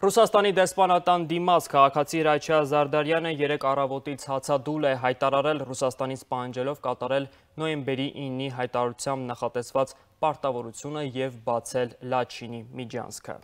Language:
Armenian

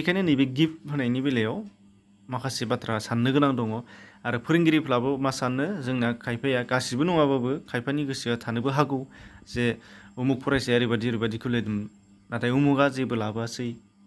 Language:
Bodo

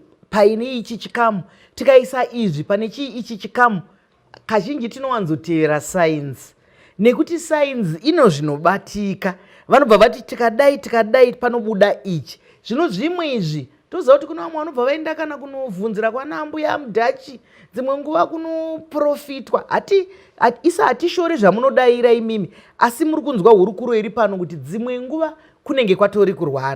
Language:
Shona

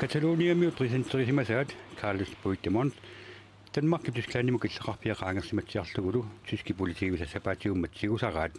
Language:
Kalaallisut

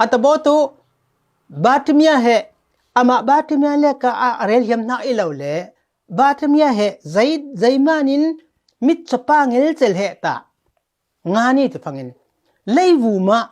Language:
Falam Chin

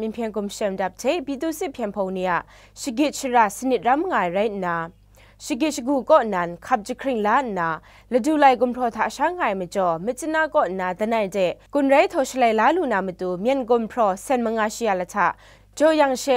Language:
Kachin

